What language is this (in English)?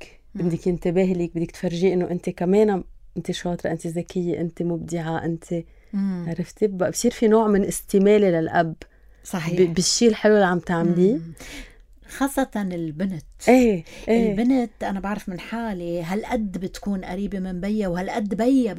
North Levantine Arabic